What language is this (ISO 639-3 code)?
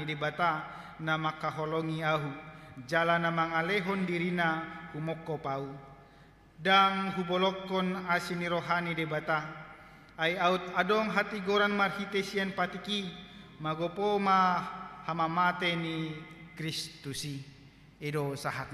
bbc